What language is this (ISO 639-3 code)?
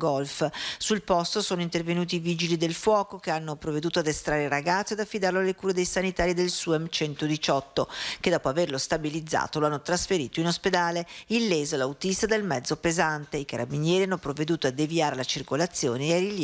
ita